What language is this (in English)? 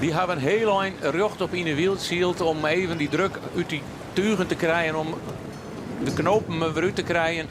Western Frisian